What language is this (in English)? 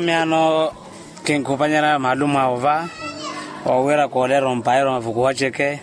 Makhuwa